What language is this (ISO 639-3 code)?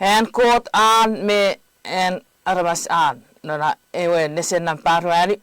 chk